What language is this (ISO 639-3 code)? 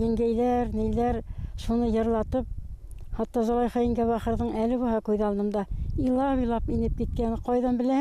bak